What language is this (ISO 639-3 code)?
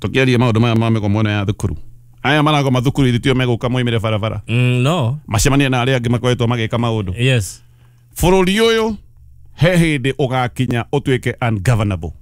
kik